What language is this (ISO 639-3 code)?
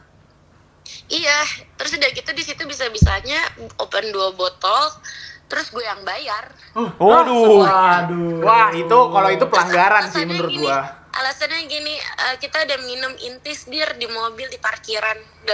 ind